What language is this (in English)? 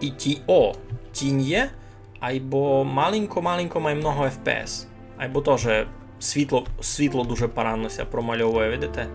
Rusyn